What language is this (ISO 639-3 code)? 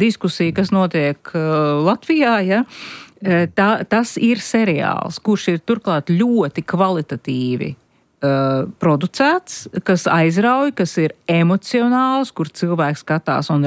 lav